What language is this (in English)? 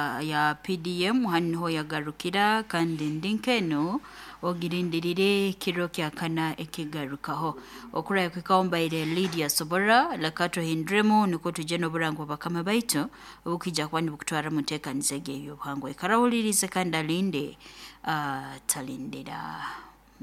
Nyoro